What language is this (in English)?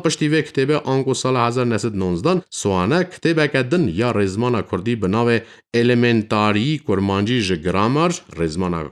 Kurdish